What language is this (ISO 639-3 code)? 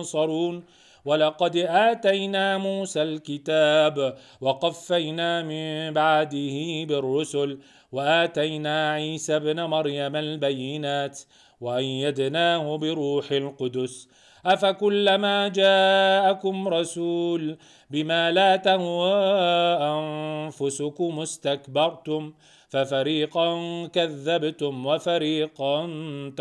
ara